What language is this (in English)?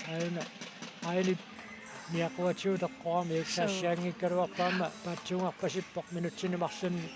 Kalaallisut